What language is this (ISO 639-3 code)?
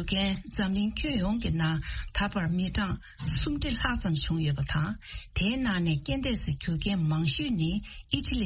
bod